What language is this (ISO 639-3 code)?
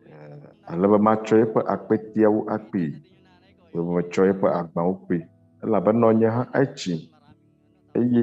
ewe